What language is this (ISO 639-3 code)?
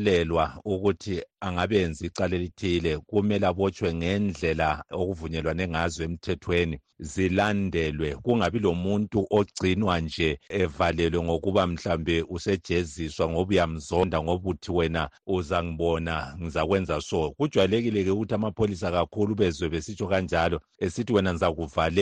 nde